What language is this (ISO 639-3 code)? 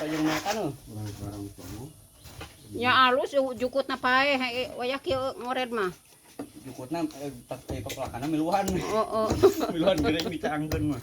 sun